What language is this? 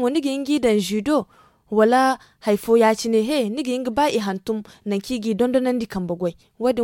Zarma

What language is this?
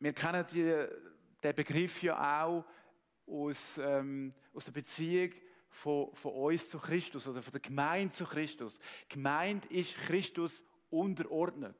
Swiss German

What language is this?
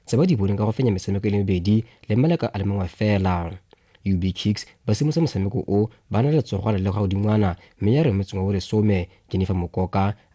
Tswana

